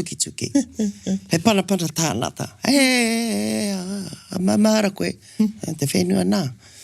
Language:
Māori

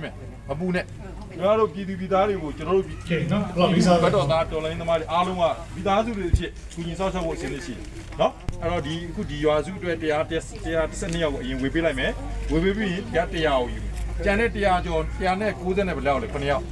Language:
Burmese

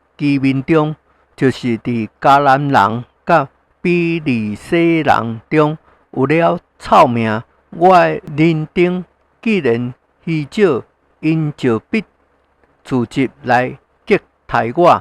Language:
Min Nan Chinese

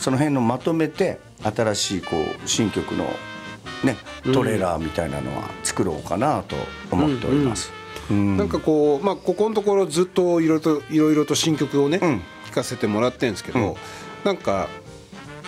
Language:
Japanese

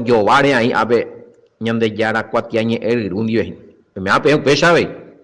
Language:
Guarani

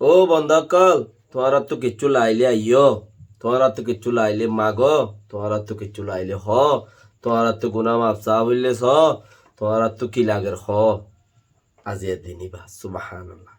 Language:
Rohingya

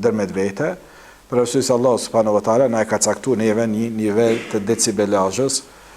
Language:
Albanian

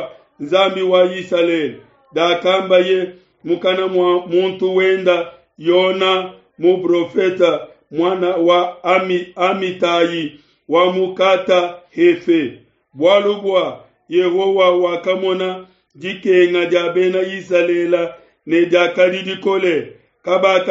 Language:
Luba-Lulua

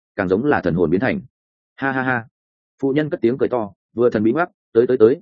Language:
Vietnamese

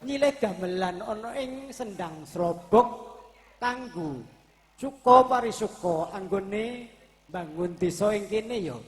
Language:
Javanese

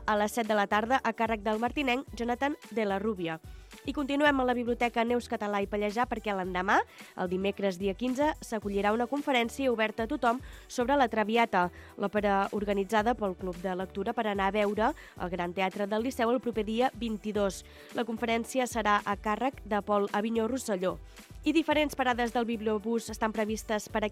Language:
Catalan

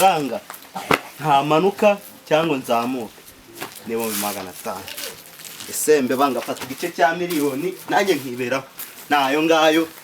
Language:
Kinyarwanda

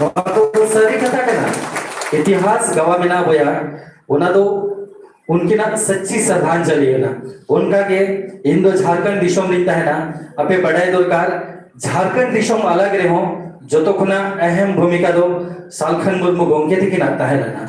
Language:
Santali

